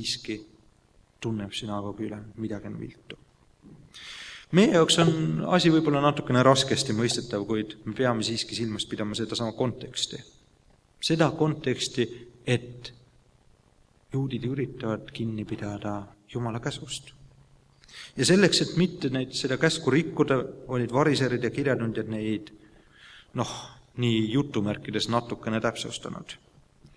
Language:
Estonian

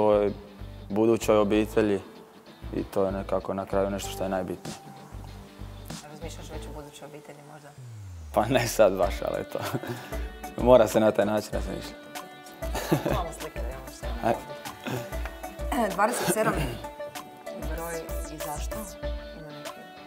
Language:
Croatian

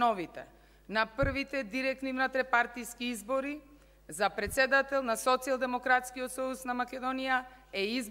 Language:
Macedonian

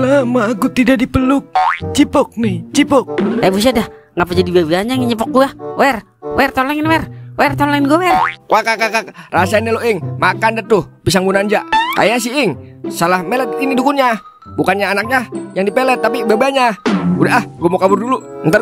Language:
Betawi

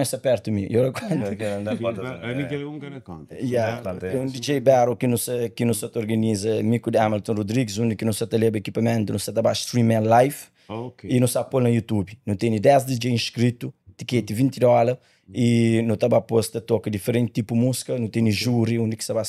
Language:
Kabuverdianu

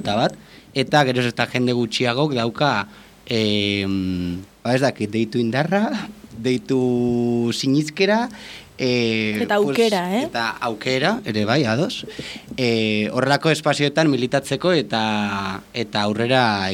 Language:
Basque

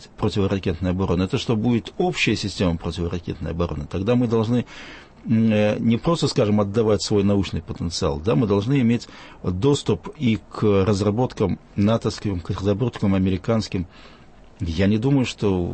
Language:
Russian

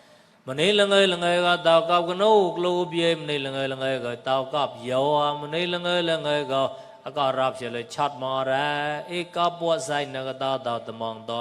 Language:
Mon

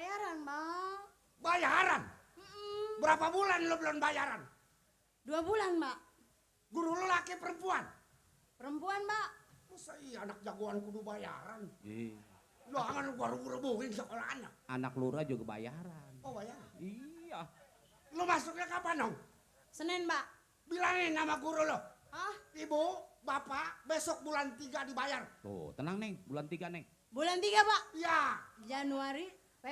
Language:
Betawi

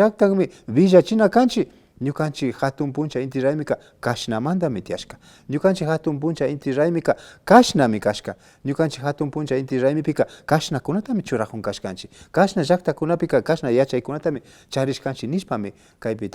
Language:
Imbabura Highland Quichua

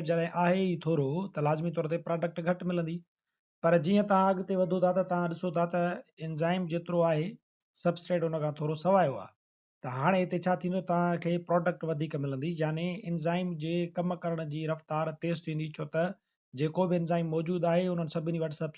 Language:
Sindhi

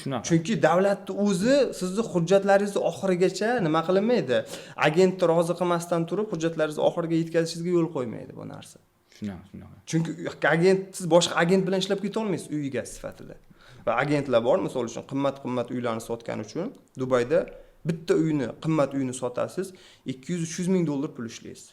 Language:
Uzbek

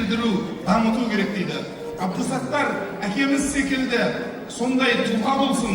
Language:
Kazakh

